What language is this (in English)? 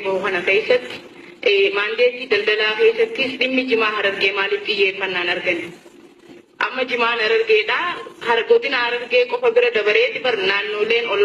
Oromo